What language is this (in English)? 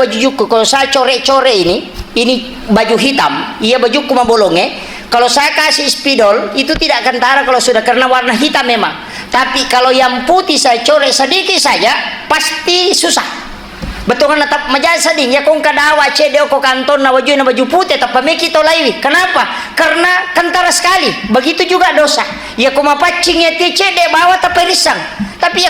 Buginese